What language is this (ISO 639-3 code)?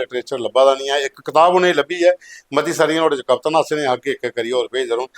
doi